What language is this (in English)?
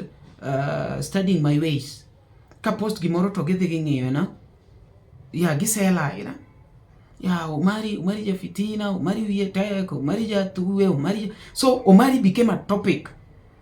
Luo (Kenya and Tanzania)